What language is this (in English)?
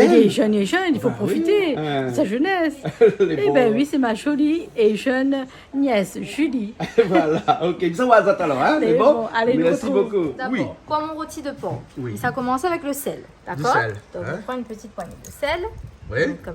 Réunion Creole French